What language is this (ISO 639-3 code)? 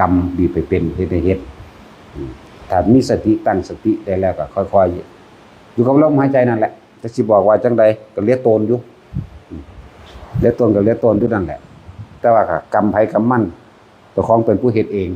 tts